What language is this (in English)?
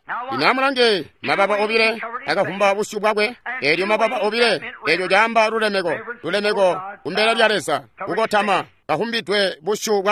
Tonga (Zambia)